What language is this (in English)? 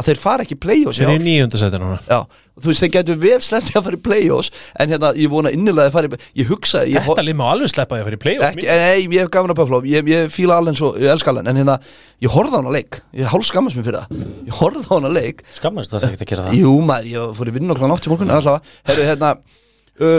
Icelandic